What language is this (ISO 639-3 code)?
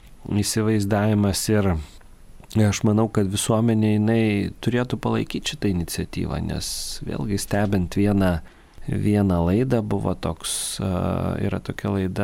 lit